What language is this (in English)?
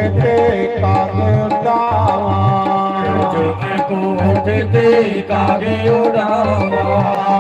Dogri